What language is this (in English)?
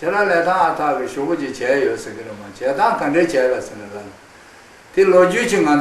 Tibetan